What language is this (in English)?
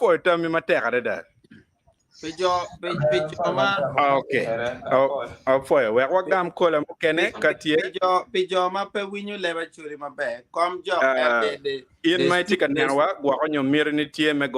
Acoli